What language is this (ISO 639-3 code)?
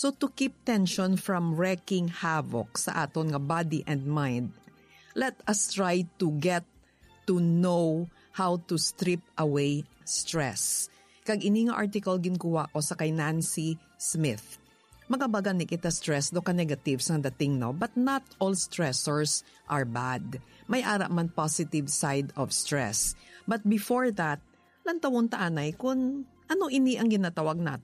hil